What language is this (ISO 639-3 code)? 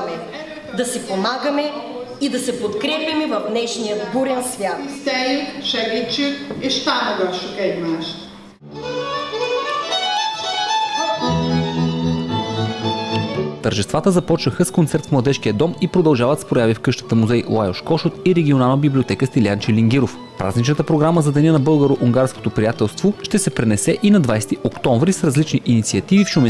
bul